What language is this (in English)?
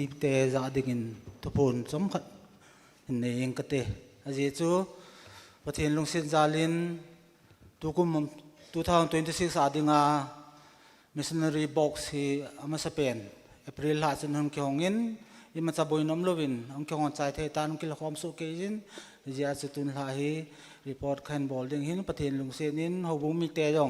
Thado Chin